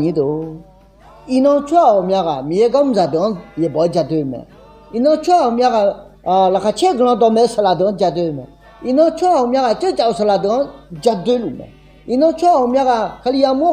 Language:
Akha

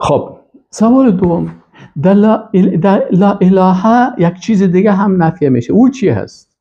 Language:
Persian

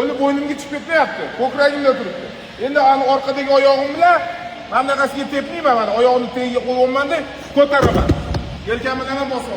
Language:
Uzbek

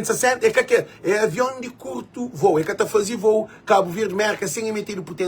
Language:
Kabuverdianu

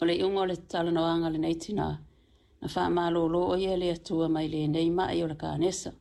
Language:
Samoan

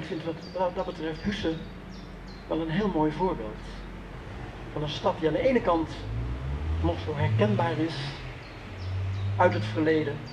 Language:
Dutch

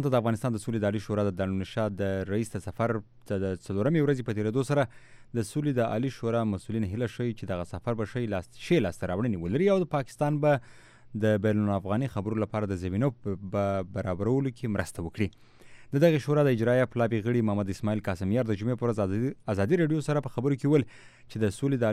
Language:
Pashto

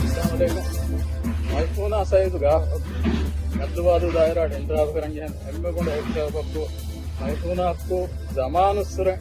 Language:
Divehi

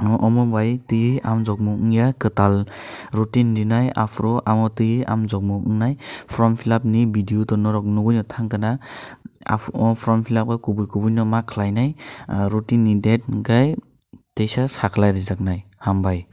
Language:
Kok Borok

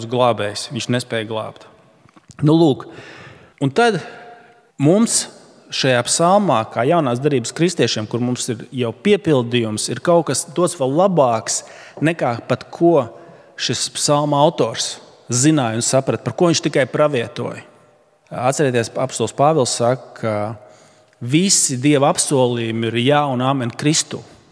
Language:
Latvian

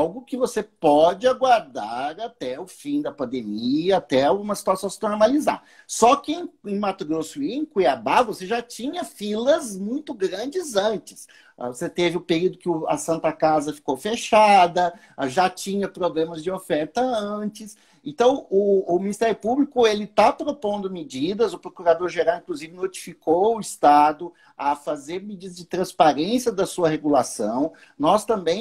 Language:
Portuguese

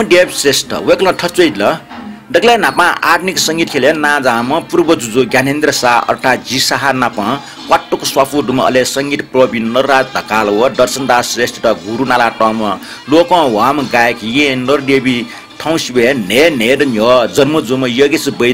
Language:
Newari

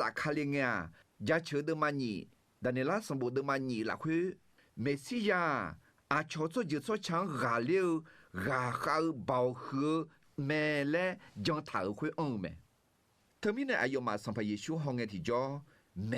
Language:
Akha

